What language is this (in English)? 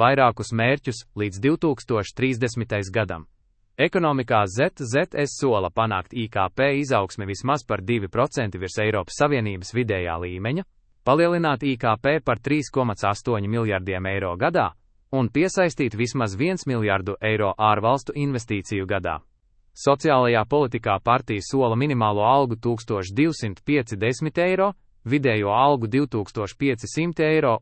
Latvian